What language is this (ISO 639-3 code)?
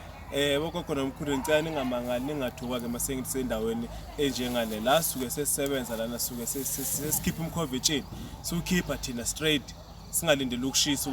zul